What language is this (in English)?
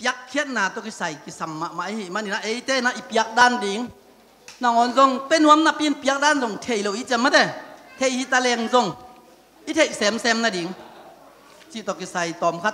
Tedim Chin